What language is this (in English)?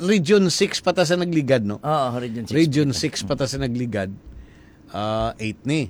Hiligaynon